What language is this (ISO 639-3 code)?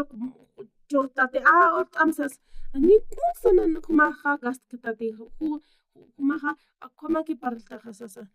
aym